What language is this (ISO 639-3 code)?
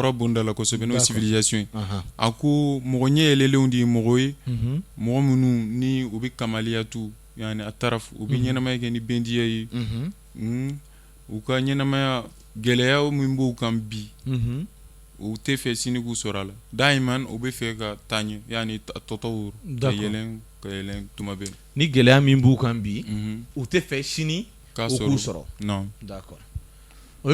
bam